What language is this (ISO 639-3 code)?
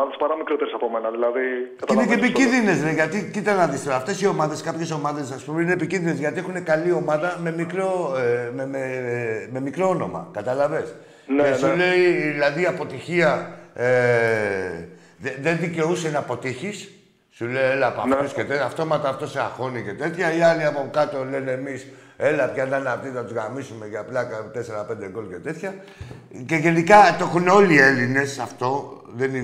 ell